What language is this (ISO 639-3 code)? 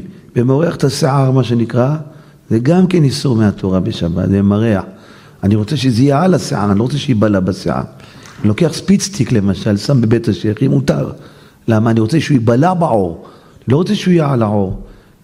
heb